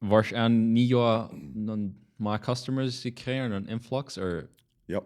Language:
Plautdietsch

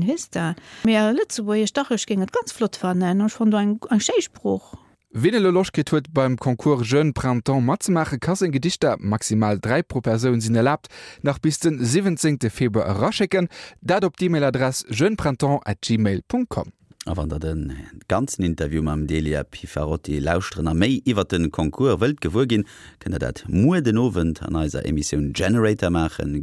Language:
Luxembourgish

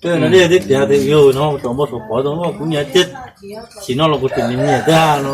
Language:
Hmong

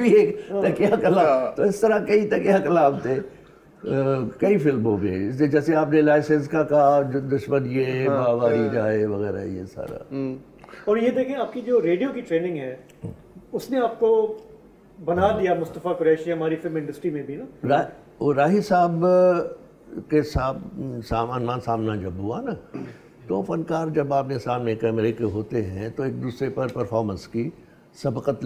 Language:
Urdu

